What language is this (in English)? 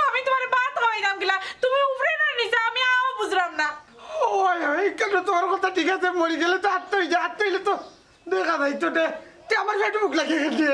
Sylheti